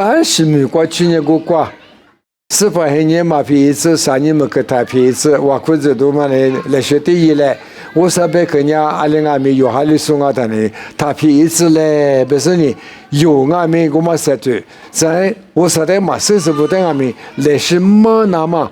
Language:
Lisu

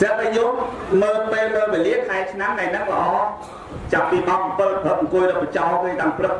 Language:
Khmer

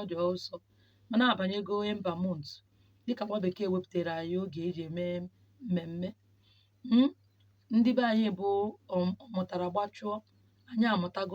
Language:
Igbo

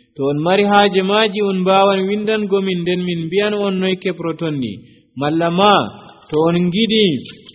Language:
Nigerian Fulfulde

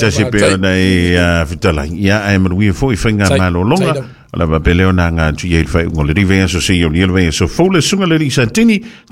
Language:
Samoan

